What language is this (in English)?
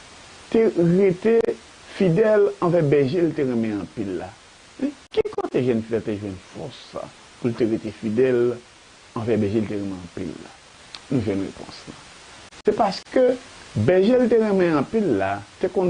Haitian Creole